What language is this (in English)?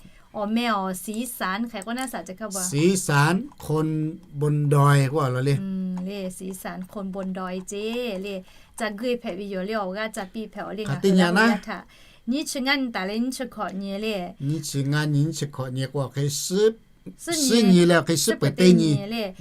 Lahu